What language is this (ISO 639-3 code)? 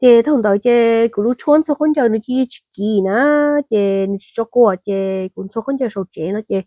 hmn